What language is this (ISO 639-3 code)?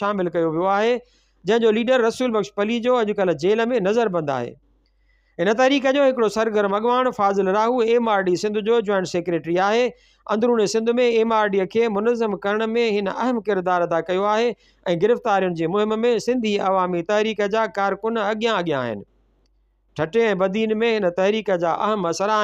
snd